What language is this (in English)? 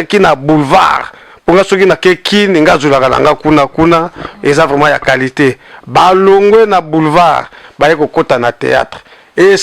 Lingala